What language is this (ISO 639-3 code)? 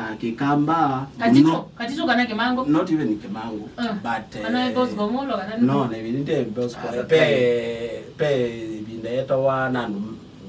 kam